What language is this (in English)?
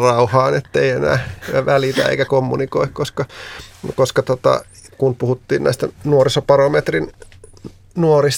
Finnish